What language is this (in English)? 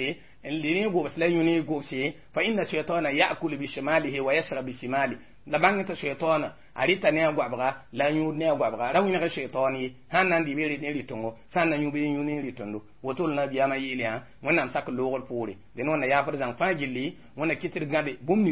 Mossi